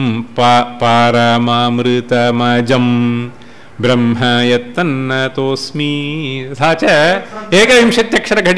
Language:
Sanskrit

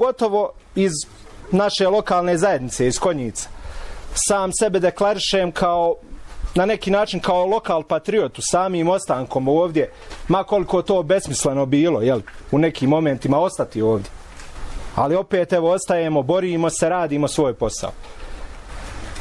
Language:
Bosnian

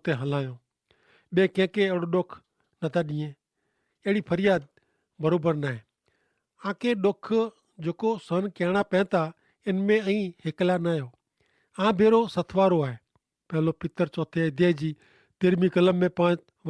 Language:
Kachhi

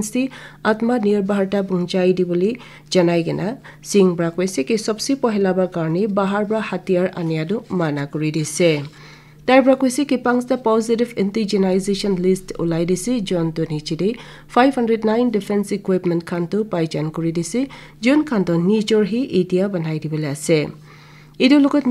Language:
Naga Pidgin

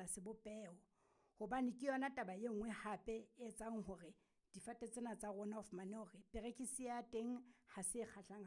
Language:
Southern Sotho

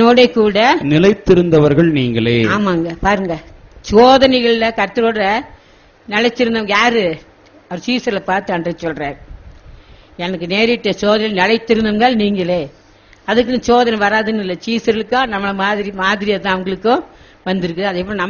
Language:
Tamil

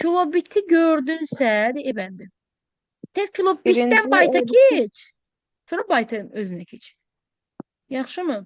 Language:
Azerbaijani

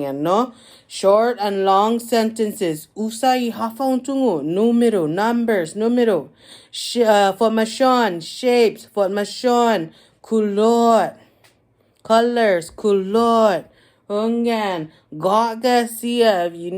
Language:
Chamorro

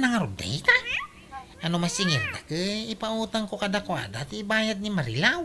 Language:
Iloko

